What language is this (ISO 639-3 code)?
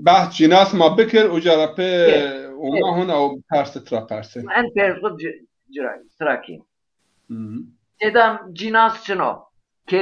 zza